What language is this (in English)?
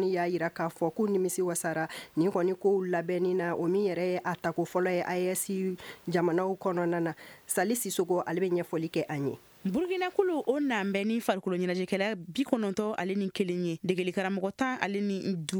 Bambara